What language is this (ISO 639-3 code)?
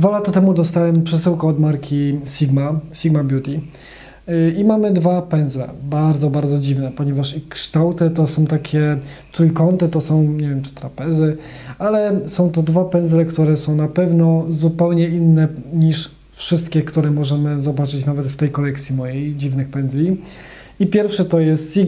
pol